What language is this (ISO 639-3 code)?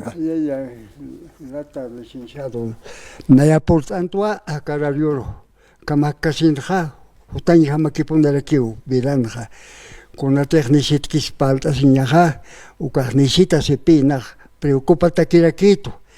aym